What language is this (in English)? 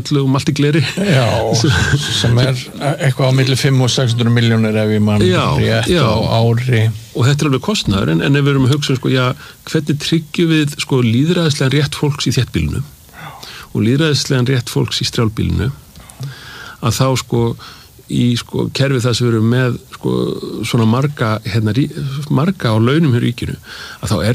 Icelandic